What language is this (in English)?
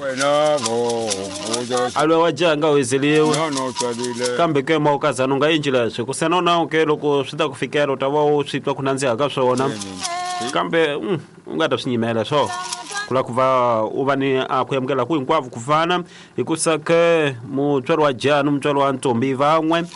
Tsonga